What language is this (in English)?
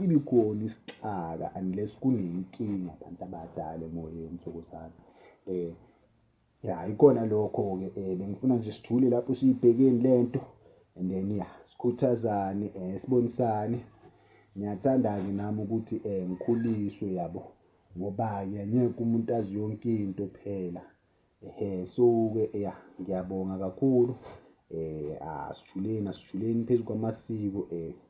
Zulu